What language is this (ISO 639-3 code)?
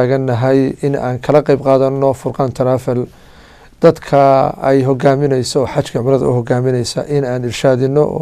som